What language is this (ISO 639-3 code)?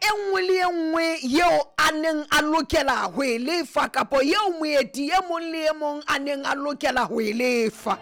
sot